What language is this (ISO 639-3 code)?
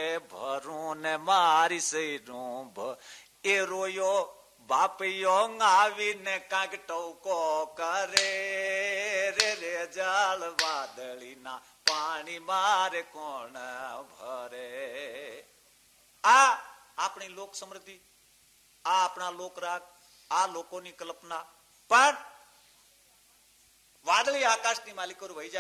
guj